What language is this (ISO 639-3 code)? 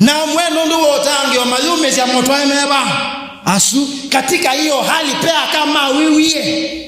kam